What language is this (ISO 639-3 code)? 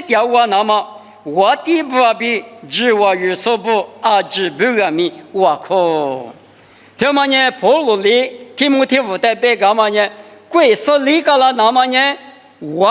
lis